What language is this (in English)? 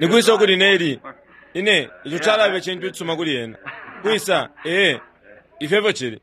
Bemba